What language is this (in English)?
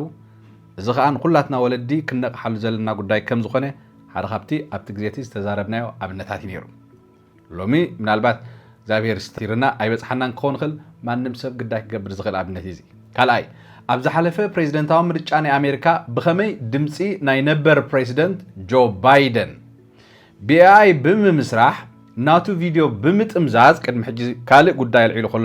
Tigrinya